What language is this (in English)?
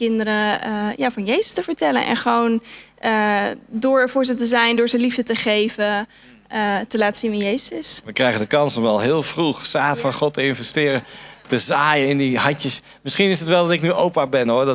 Dutch